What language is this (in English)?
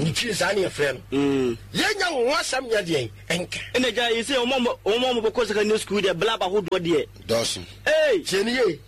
Akan